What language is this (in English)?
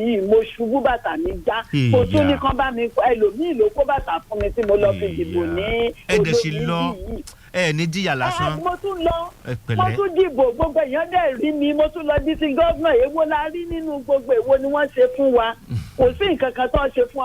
Yoruba